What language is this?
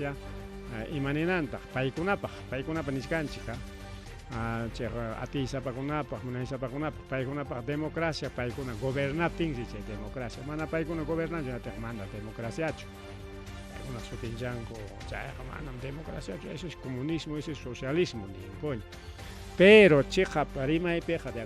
Ayacucho Quechua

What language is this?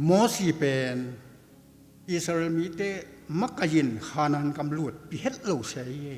Tedim Chin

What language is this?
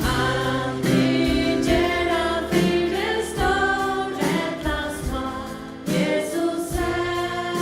Faroese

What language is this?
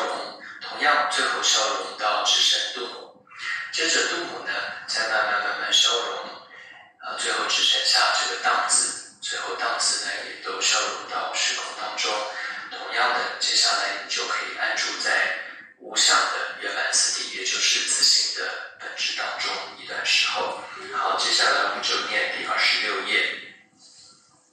Chinese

